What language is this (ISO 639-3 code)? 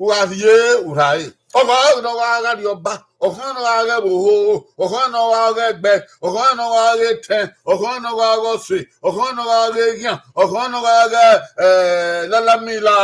bin